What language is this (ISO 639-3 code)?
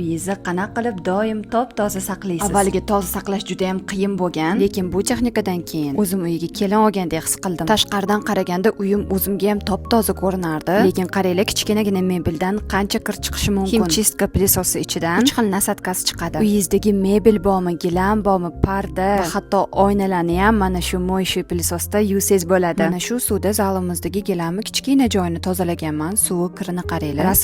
uzb